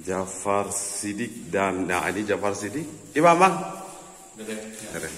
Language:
Achinese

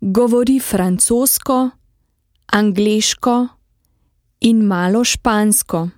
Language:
Slovenian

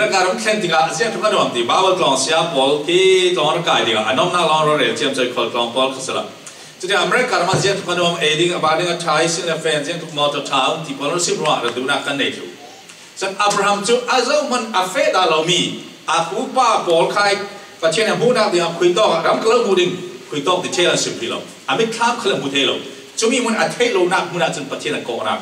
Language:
Falam Chin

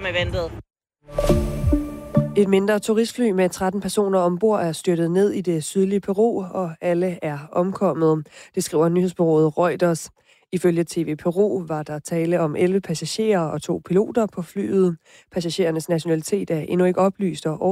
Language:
Danish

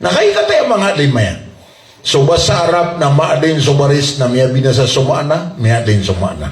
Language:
Maranao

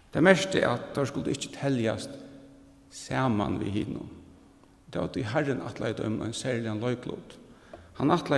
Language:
Faroese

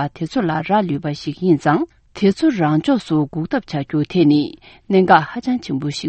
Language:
Tibetan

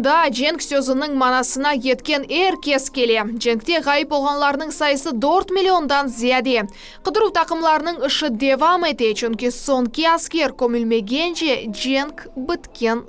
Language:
Crimean Tatar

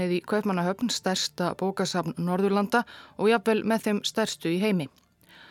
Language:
Icelandic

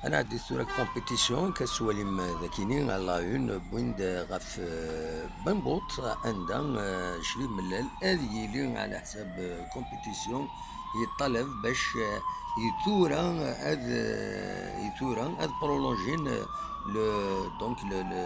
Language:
Kabyle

